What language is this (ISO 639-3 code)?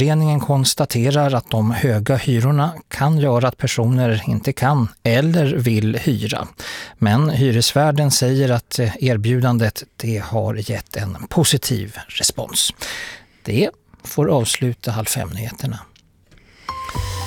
swe